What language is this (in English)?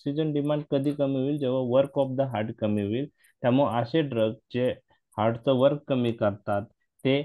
Marathi